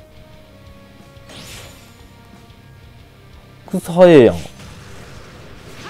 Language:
Japanese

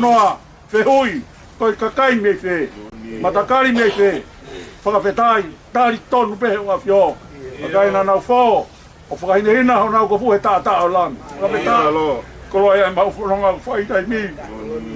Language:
Tongan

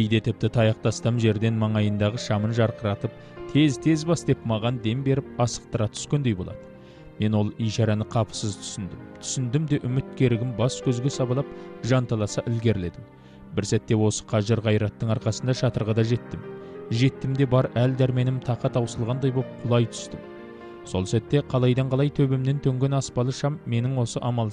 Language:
Kazakh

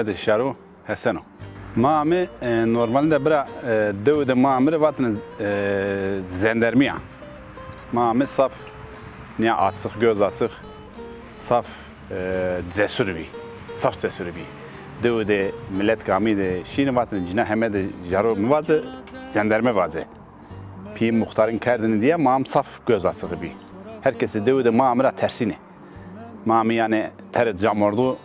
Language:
Zaza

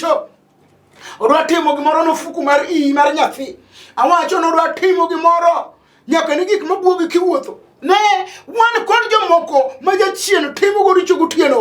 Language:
Luo (Kenya and Tanzania)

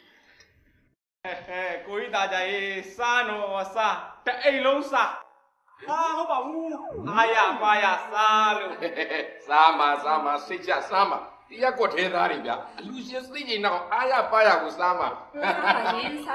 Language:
Burmese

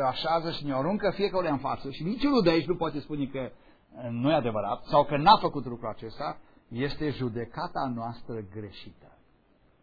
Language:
Romanian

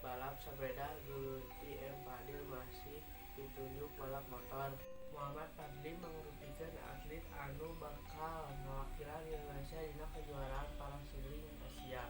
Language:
Sundanese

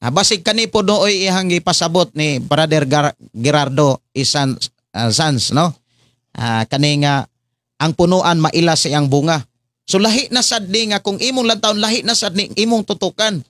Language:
Cebuano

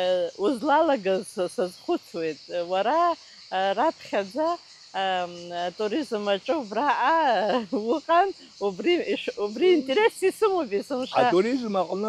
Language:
Abkhazian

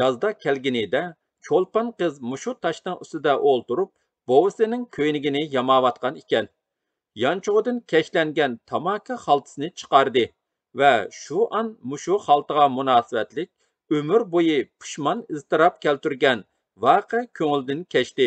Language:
Uyghur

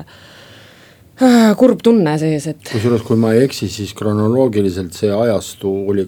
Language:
Estonian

